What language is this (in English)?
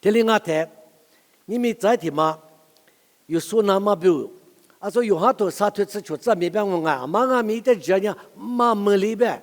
Lisu